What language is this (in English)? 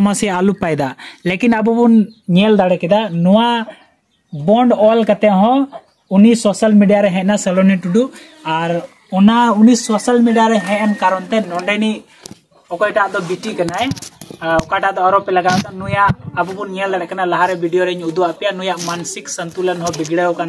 Santali